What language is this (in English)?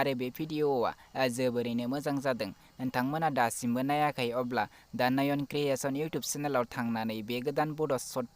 Bodo